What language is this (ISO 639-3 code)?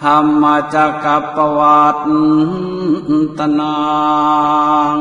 pli